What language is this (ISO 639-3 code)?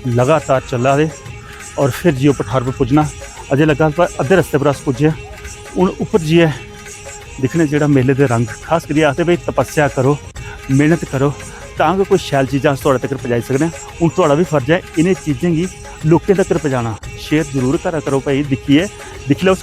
doi